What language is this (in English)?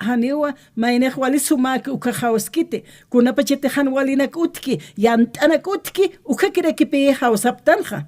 Aymara